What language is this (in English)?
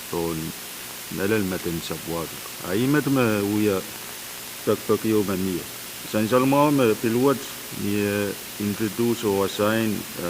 Pohnpeian